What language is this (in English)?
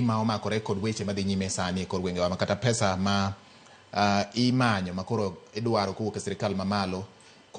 Luo (Kenya and Tanzania)